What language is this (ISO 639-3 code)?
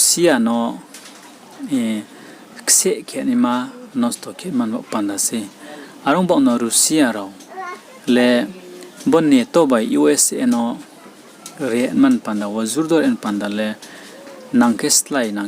ria